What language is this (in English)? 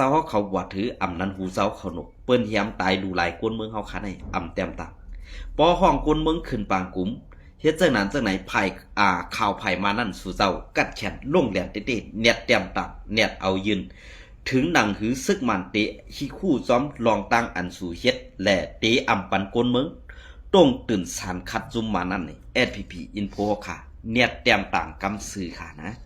Shan